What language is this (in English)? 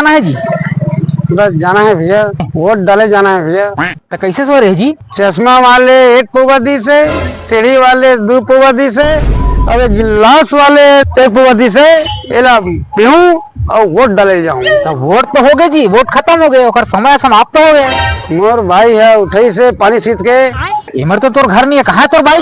Chhattisgarhi